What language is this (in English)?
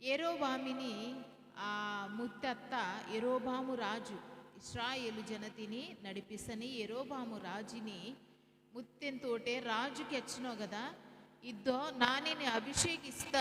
Koya